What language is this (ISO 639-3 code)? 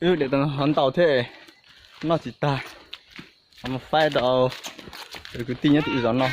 hmn